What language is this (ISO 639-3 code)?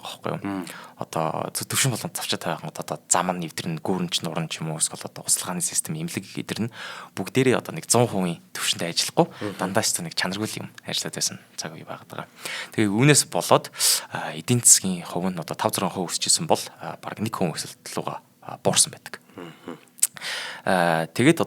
mon